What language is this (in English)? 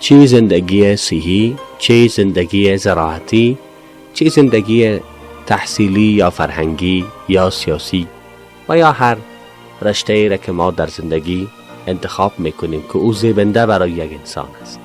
Persian